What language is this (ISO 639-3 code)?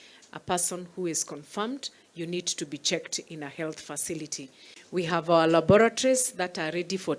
luo